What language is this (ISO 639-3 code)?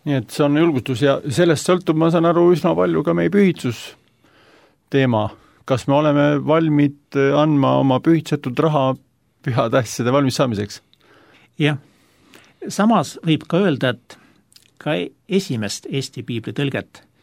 est